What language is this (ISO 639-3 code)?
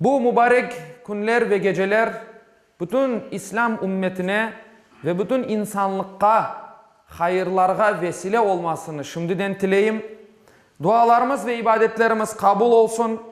crh